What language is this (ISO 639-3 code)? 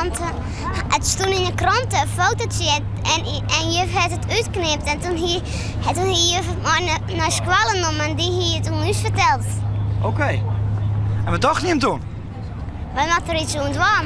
fry